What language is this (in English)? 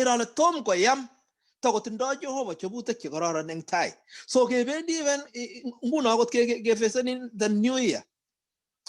Kalenjin